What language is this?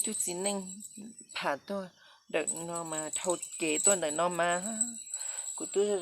Hmong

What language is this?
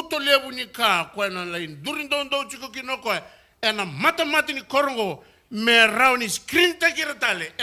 Fijian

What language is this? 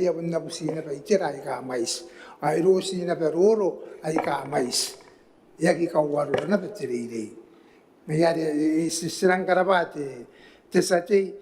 Gilbertese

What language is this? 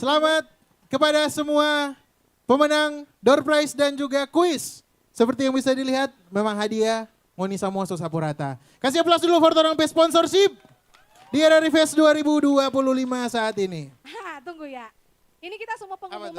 Manado Malay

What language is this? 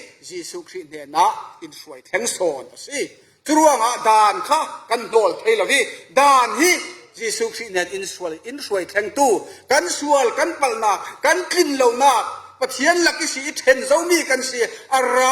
Falam Chin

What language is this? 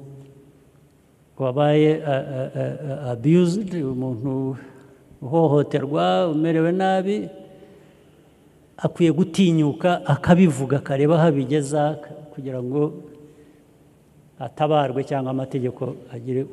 Kinyarwanda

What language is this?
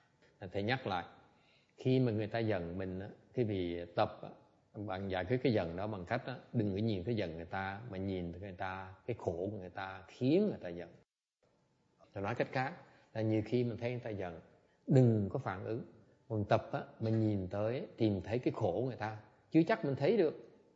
Vietnamese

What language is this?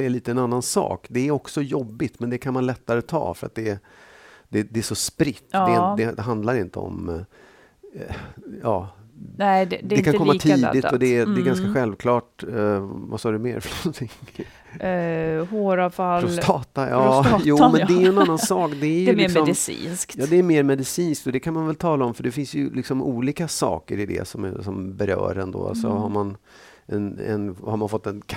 Swedish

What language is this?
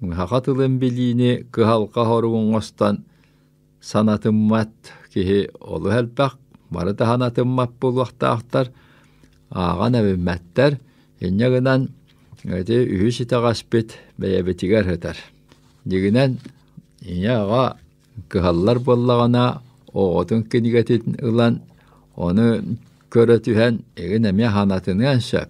Yakut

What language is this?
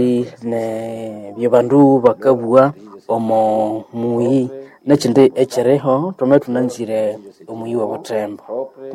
Nande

